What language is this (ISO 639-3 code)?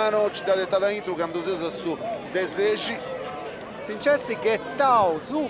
srd